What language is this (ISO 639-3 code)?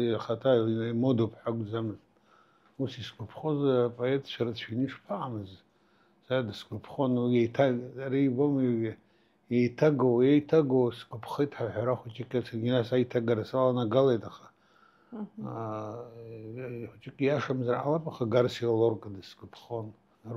abk